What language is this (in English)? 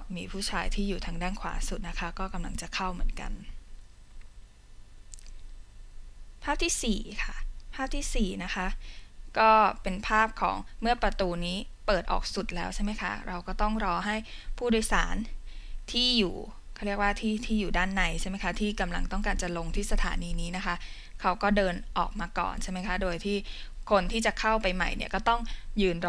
Thai